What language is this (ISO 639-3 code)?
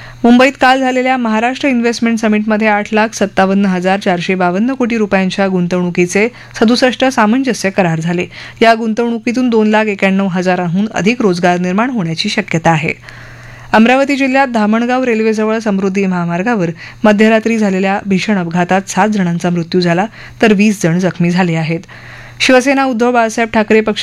mar